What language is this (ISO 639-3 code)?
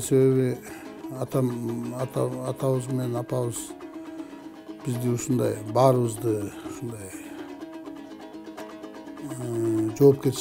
kir